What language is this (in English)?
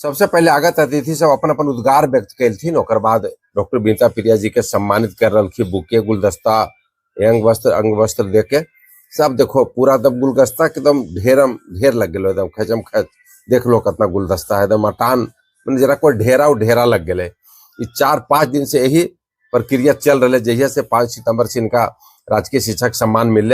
Magahi